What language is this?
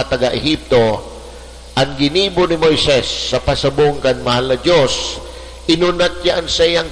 Bikol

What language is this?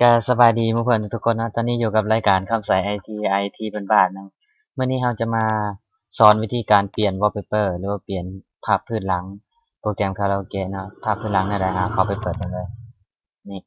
Lao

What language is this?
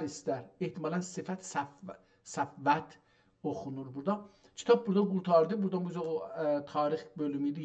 South Azerbaijani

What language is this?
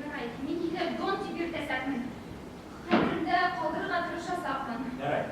Bashkir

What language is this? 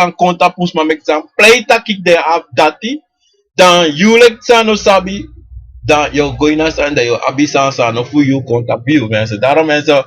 Sranan Tongo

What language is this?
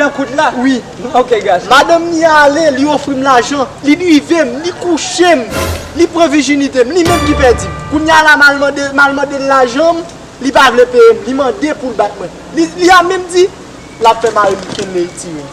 Haitian Creole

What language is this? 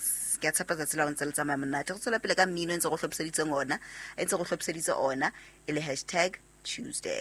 Southern Sotho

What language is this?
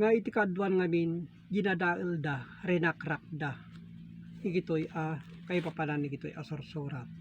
Iloko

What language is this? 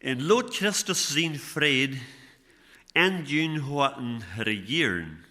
Plautdietsch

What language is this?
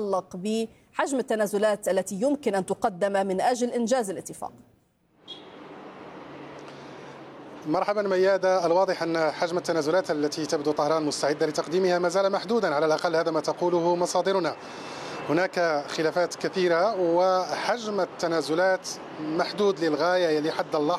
Arabic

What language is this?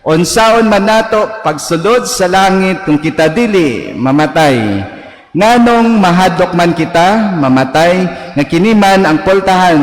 Cebuano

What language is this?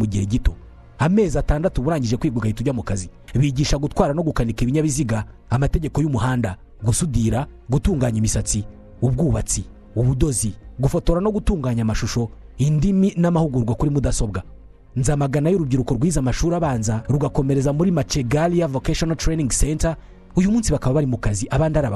Kinyarwanda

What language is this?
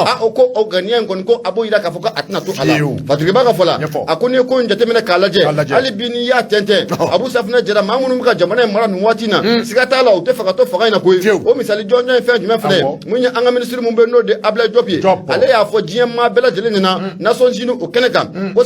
Bambara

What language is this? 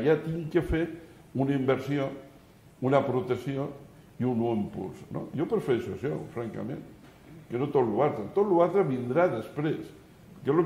Catalan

